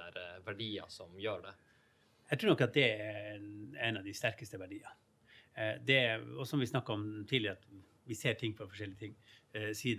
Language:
Norwegian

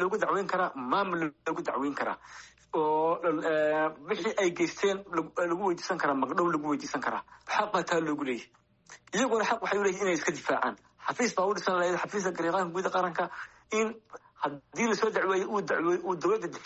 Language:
Somali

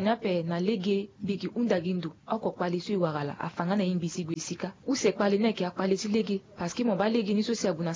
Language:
Sango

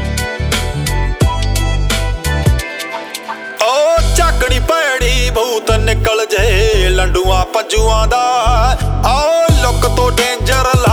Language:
Punjabi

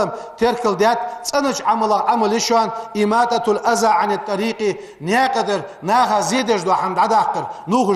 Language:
Ingush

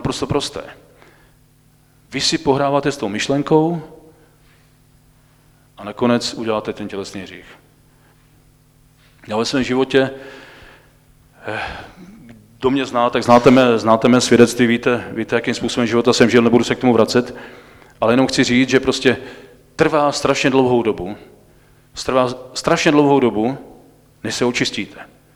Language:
Czech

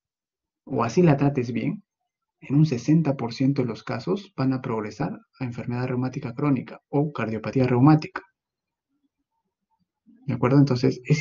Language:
Spanish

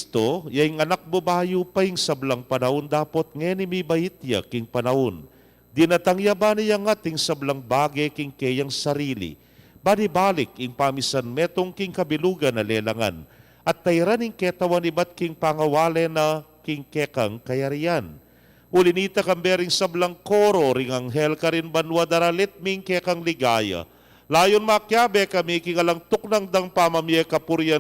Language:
Pampanga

